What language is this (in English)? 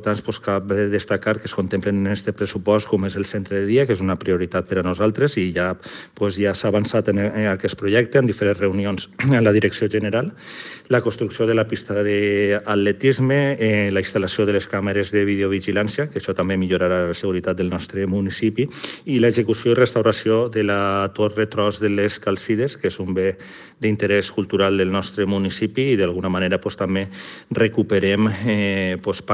Catalan